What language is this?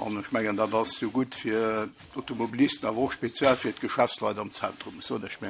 Luxembourgish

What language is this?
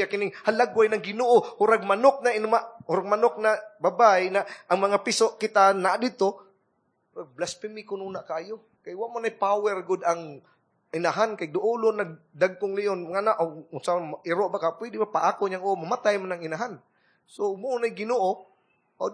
Cebuano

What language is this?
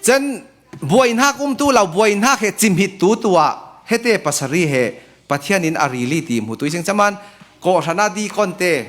Falam Chin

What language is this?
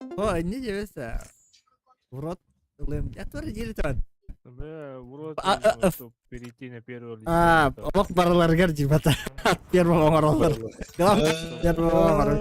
Yakut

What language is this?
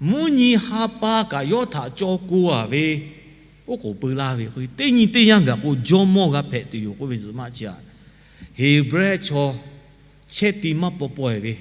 Lahu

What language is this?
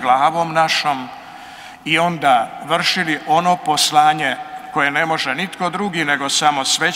Croatian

